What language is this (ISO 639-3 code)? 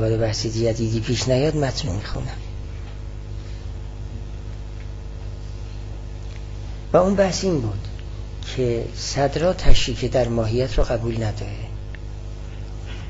fas